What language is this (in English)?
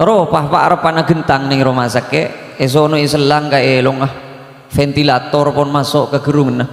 Madurese